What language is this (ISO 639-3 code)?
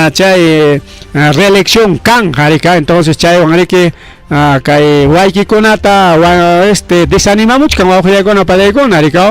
quy